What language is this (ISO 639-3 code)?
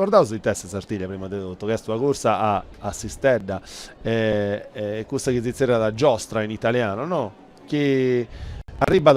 srd